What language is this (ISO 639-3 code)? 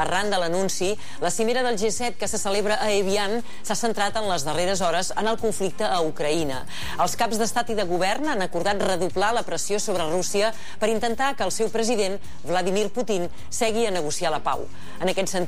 cat